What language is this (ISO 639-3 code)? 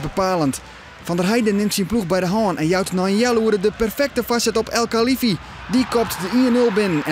fry